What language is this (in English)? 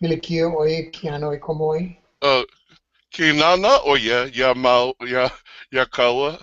Hawaiian